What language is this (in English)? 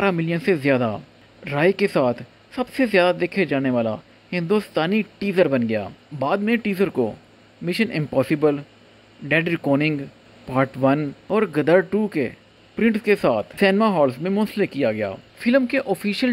Hindi